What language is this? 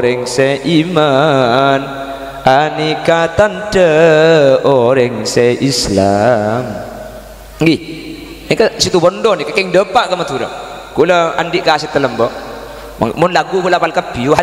Madurese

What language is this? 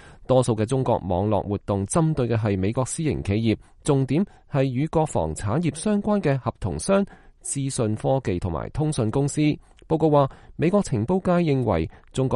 Cantonese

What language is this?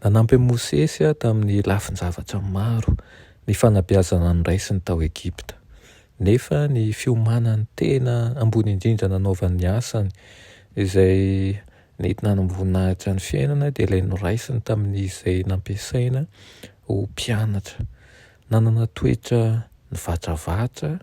Malagasy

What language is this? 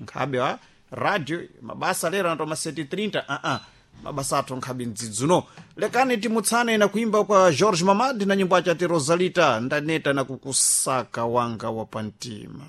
Sena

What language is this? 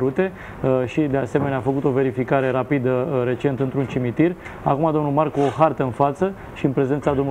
Romanian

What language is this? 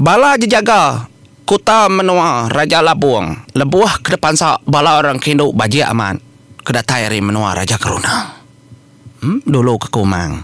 Iban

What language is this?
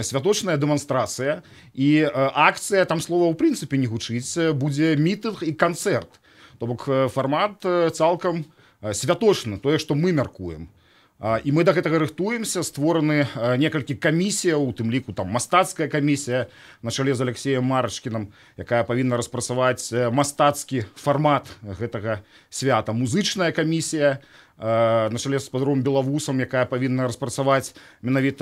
Belarusian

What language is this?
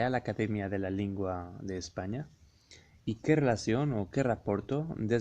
Ladino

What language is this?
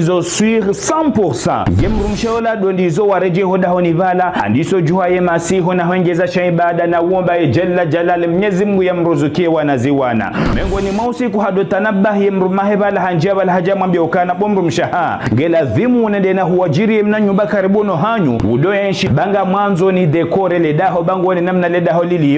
Ngazidja Comorian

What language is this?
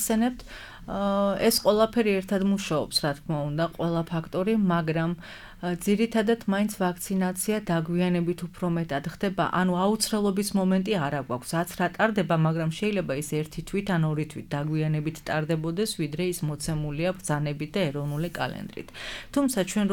Georgian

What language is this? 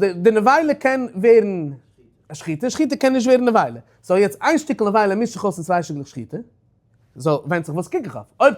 Yiddish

